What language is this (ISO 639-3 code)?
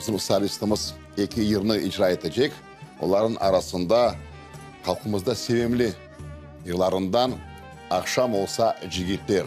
crh